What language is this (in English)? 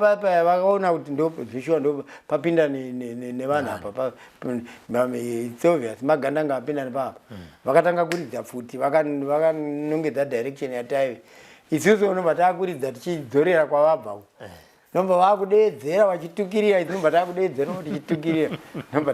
Shona